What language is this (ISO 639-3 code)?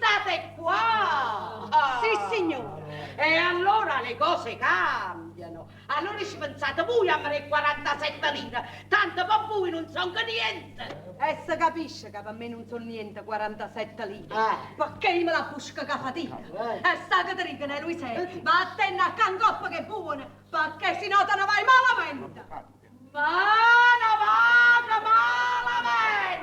nap